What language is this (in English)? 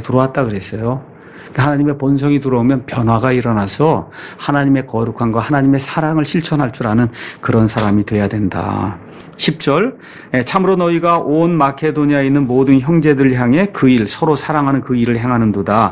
Korean